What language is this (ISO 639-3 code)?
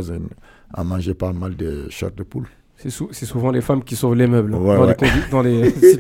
fra